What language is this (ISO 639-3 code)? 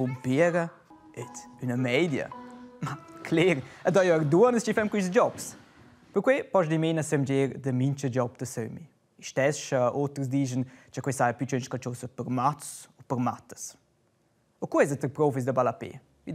roh